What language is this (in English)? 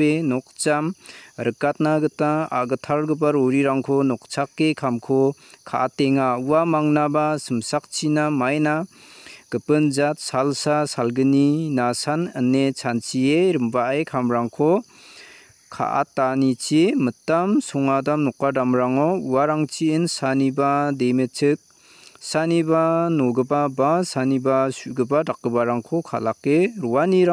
Garo